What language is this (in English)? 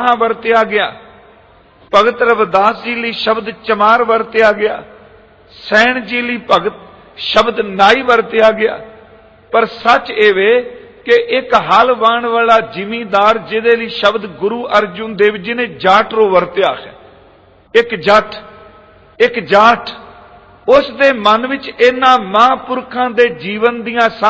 Punjabi